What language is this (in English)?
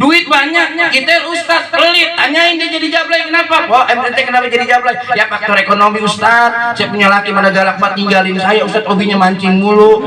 Betawi